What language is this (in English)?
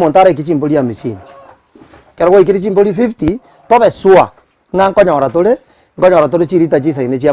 Gusii